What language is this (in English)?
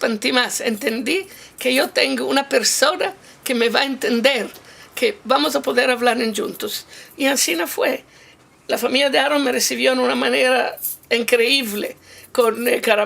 Ladino